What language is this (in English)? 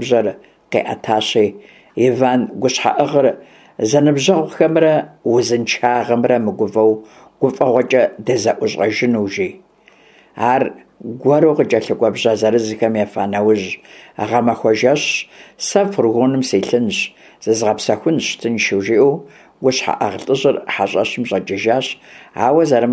Kabardian